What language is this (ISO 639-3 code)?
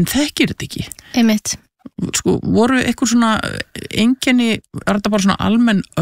isl